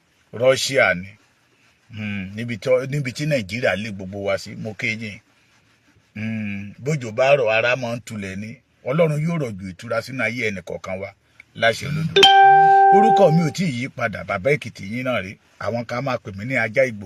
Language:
Yoruba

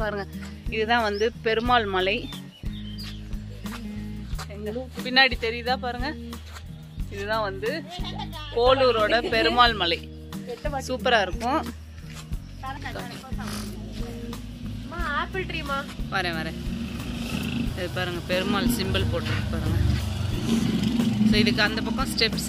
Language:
Tamil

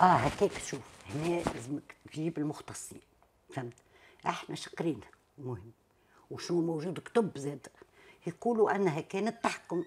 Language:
Tunisian Arabic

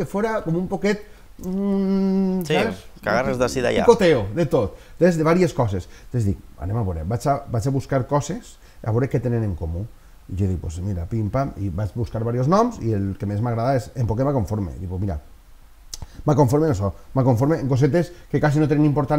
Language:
Catalan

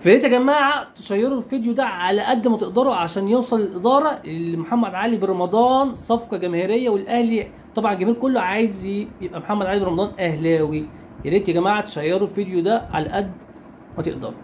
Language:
Egyptian Arabic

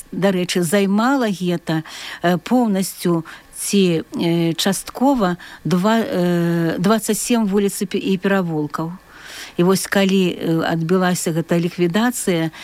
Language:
Belarusian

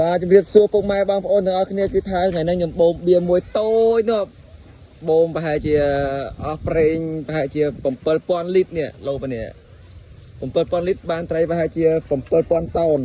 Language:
Khmer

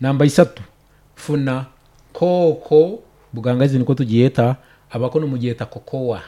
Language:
Nyoro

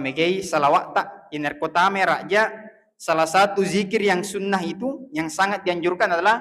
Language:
Buginese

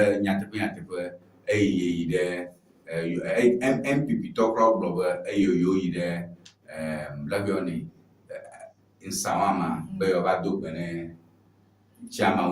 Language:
Ewe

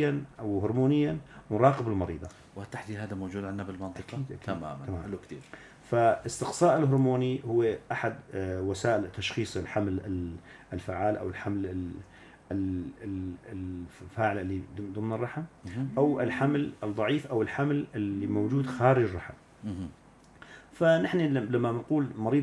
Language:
North Levantine Arabic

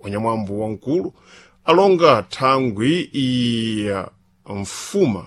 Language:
Sena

